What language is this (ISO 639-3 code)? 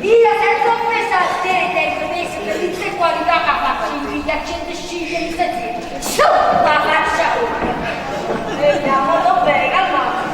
nap